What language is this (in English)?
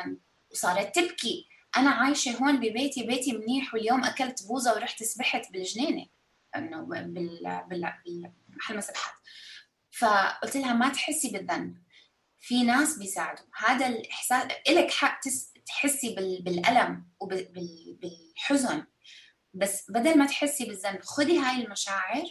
North Levantine Arabic